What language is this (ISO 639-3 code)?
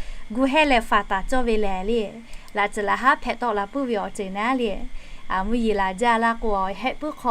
lhu